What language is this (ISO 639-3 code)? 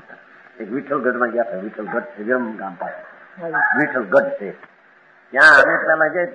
guj